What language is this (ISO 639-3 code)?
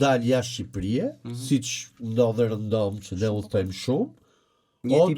sqi